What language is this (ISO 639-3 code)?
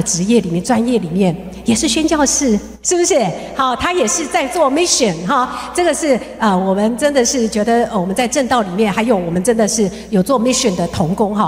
zho